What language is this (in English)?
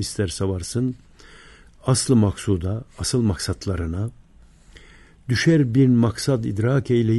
Turkish